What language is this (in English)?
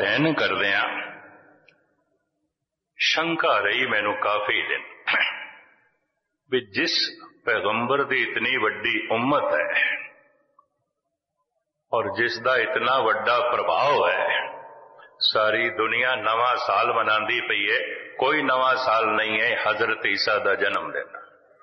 Punjabi